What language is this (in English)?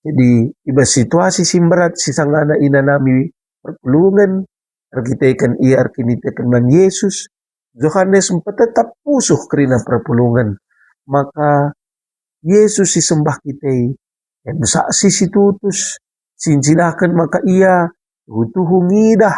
Batak Karo